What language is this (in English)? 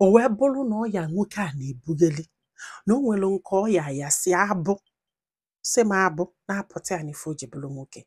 Igbo